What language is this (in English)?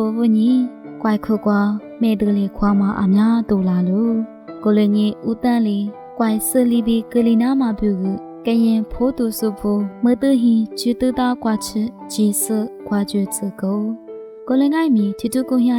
Lisu